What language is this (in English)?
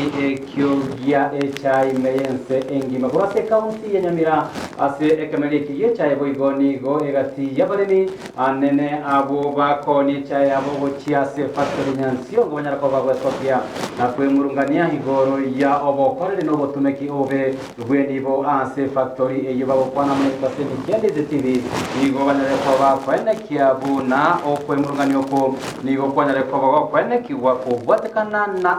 Gusii